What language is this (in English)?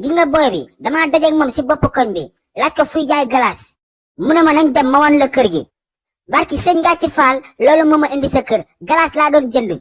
Wolof